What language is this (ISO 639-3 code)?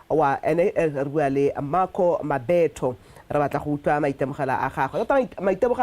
tsn